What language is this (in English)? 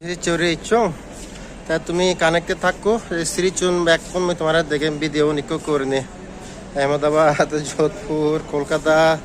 Chakma